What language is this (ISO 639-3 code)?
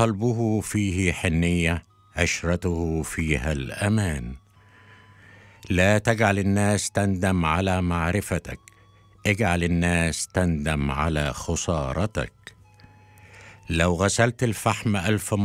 ara